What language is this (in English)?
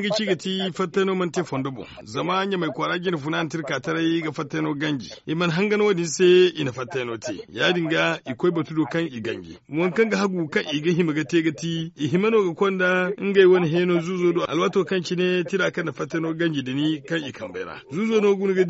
Zarma